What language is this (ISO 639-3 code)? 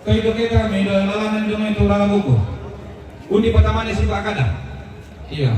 sda